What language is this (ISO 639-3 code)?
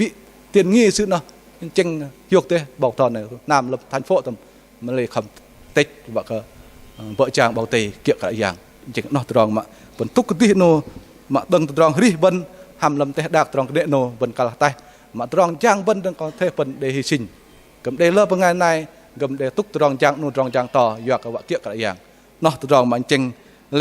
bdq